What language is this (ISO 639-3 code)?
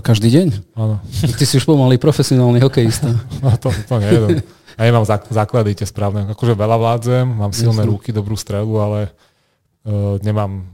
slk